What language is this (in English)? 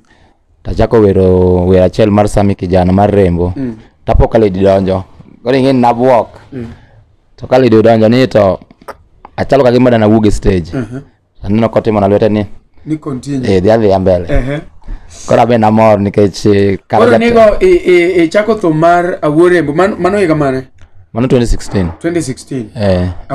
Luo (Kenya and Tanzania)